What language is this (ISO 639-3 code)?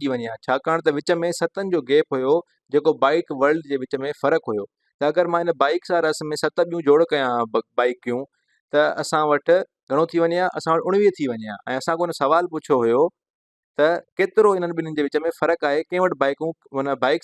snd